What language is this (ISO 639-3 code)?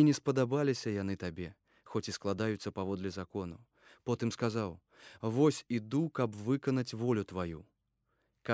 bel